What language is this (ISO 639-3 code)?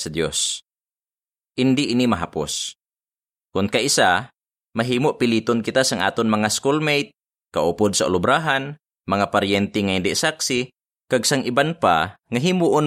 hil